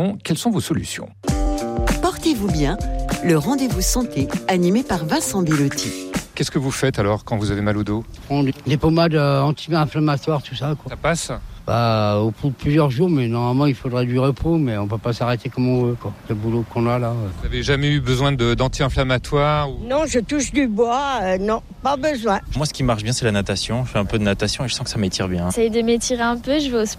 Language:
French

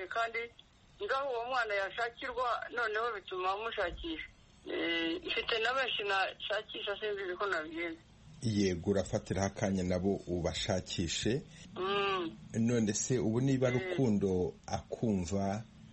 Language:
Kinyarwanda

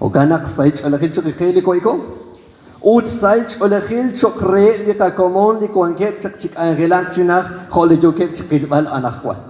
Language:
Kekchí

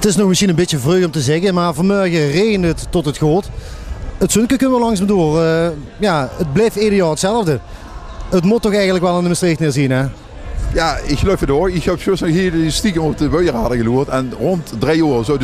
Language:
Limburgish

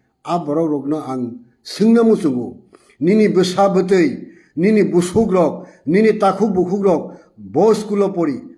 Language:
Kok Borok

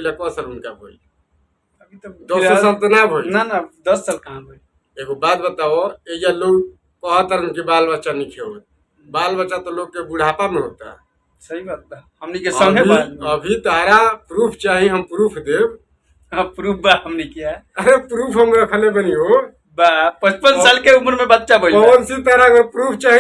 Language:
Bhojpuri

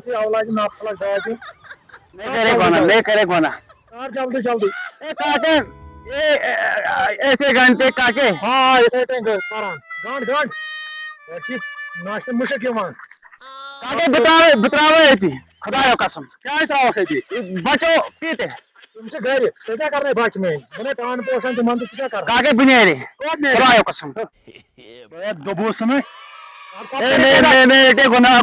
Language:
Kashmiri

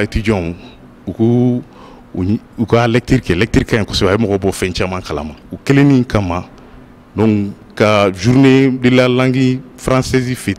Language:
Bambara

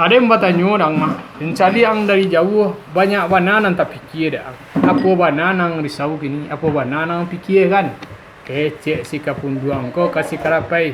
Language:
Minangkabau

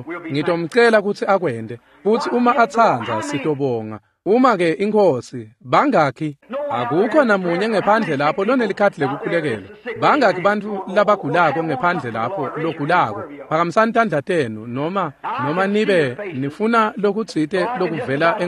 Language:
Swati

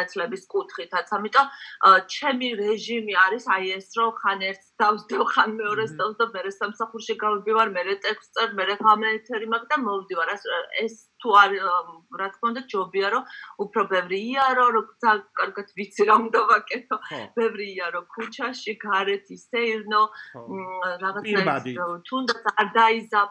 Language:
Georgian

